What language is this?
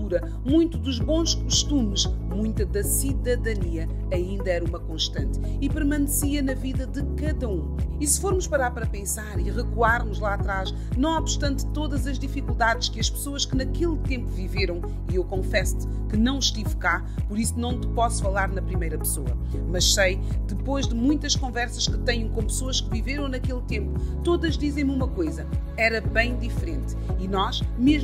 Portuguese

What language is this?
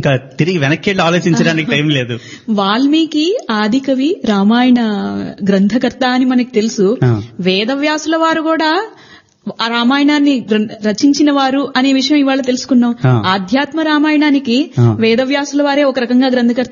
Telugu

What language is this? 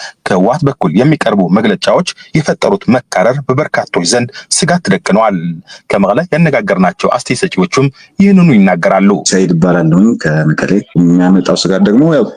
Amharic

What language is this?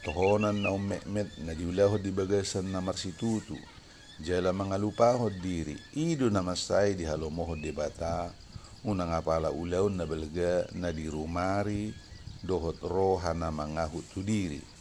Batak Toba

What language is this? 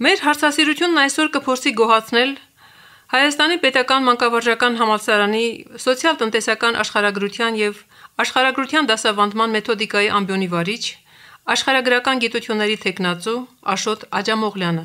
Armenian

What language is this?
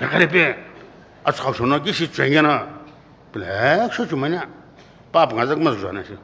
Sumi Naga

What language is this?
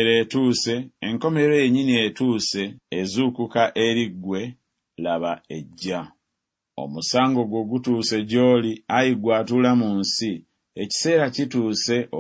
Ganda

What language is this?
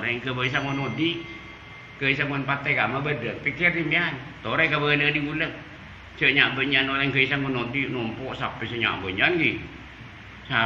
Madurese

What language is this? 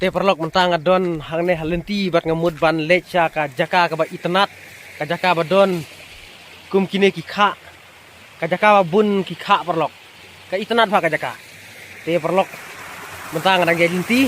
Khasi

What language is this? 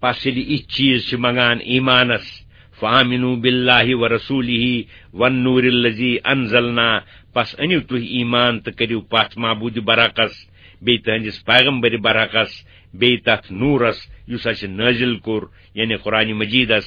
Kashmiri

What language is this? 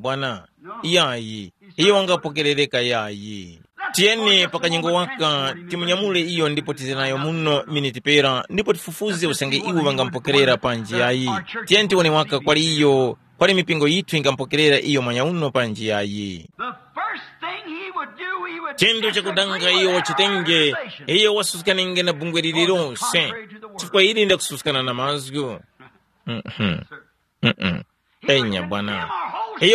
Tumbuka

